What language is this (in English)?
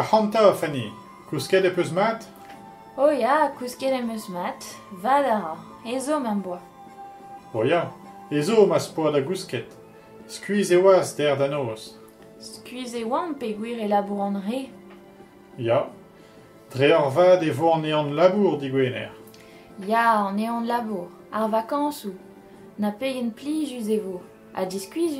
Breton